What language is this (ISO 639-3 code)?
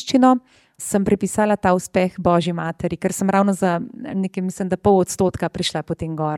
slv